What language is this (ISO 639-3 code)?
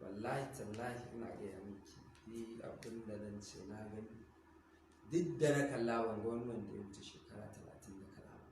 hau